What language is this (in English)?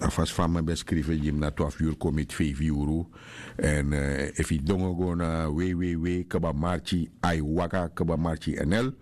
Sranan Tongo